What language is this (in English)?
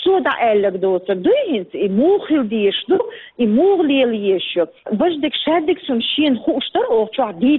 Chechen